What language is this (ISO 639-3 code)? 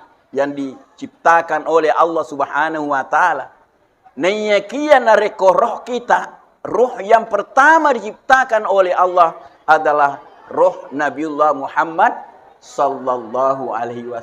bug